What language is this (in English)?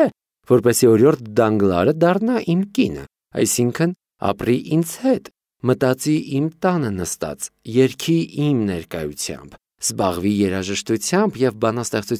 Armenian